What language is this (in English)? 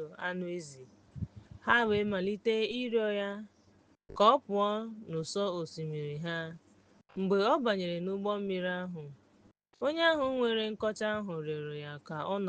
Igbo